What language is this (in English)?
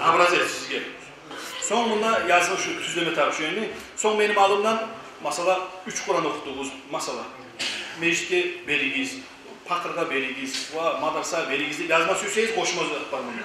Kumyk